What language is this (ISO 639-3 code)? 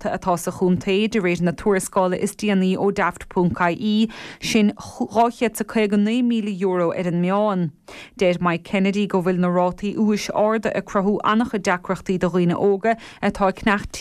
gle